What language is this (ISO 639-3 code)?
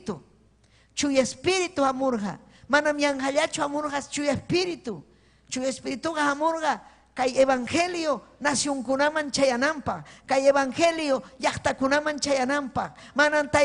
quy